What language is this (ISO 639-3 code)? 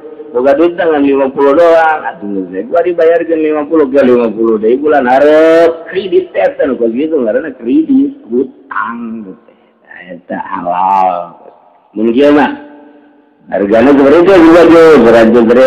sun